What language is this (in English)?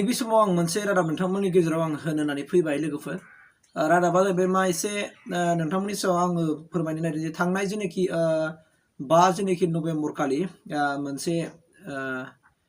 Bodo